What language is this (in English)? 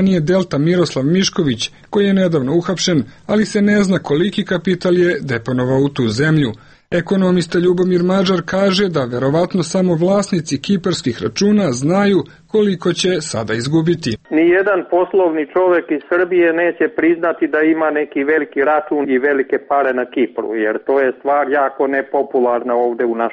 Serbian